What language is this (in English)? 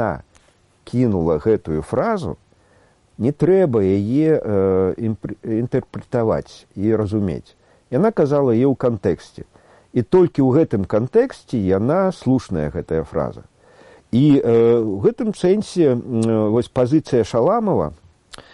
Belarusian